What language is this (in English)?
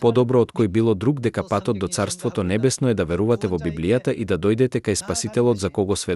Macedonian